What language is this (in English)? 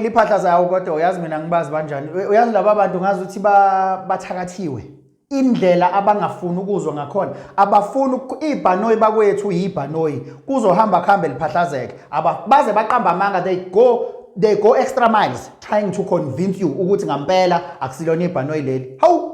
Zulu